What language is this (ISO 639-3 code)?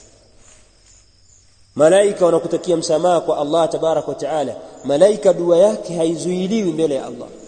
swa